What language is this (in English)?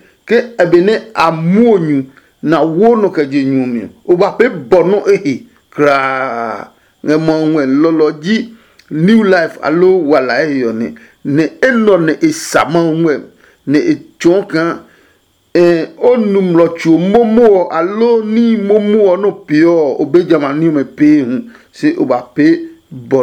Adangme